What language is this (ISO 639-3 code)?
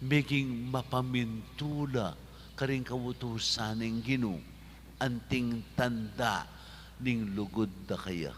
pam